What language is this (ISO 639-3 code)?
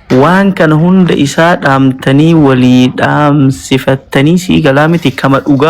orm